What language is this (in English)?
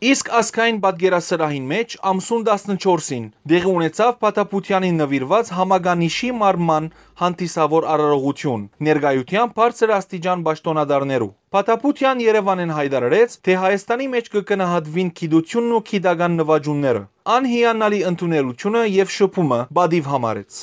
Western Armenian